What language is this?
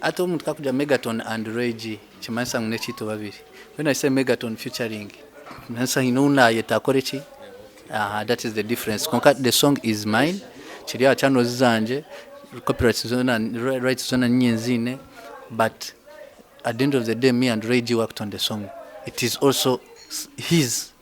Nyankole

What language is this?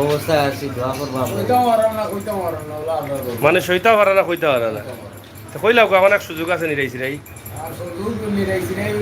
Sylheti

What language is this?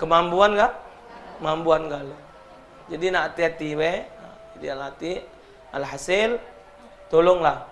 Musi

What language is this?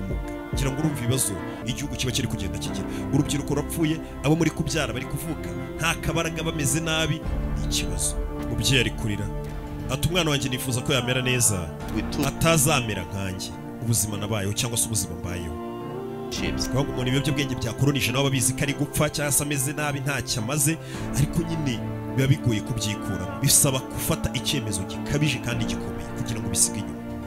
Kinyarwanda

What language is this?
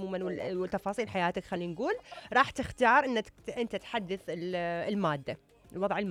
Mesopotamian Arabic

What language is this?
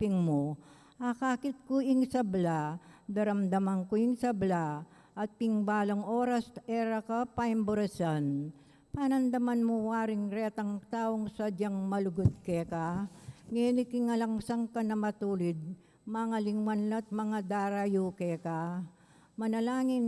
Pampanga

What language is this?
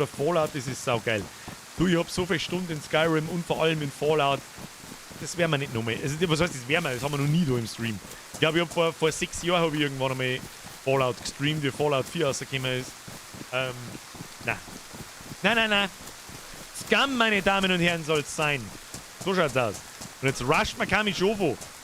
Bavarian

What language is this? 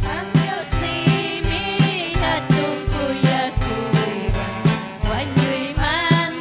Ayacucho Quechua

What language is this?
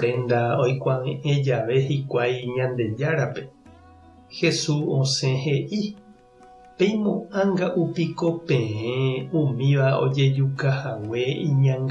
Guarani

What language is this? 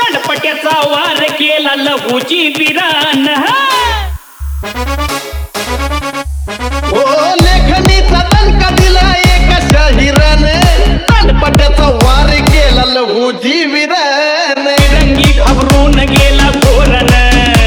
Marathi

